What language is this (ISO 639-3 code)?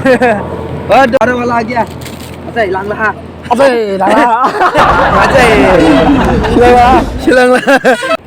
dis